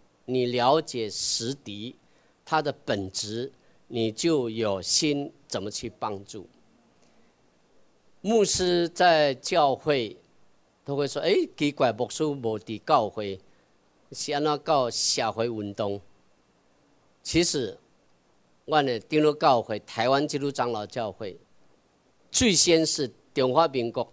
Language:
Chinese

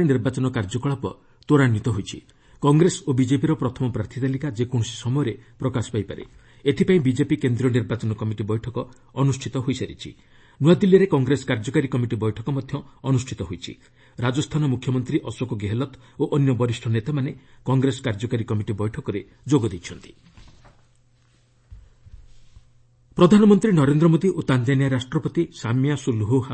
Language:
Odia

